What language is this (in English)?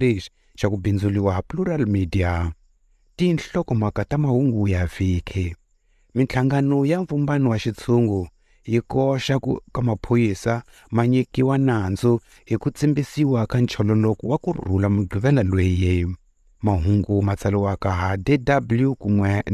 Tsonga